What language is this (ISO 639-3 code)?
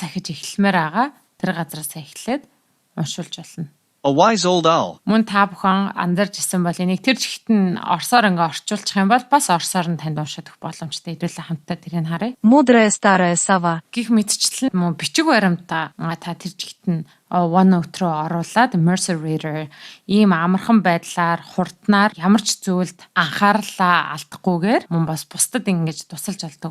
mon